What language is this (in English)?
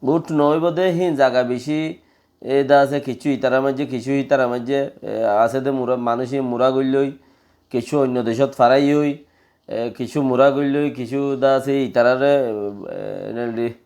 Rohingya